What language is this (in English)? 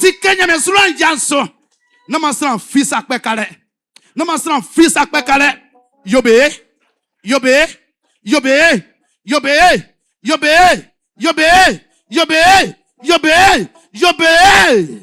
Baoulé